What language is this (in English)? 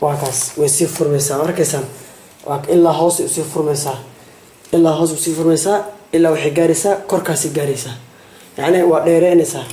Somali